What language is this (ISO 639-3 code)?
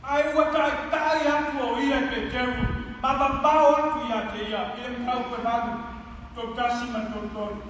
smo